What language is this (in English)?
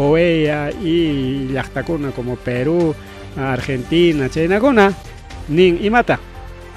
Ayacucho Quechua